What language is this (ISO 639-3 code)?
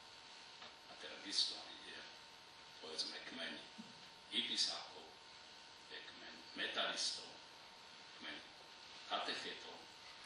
slk